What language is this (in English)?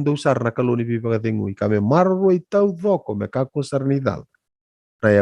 Fijian